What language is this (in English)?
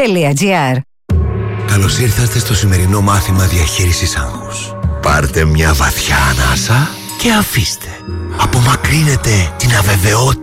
Greek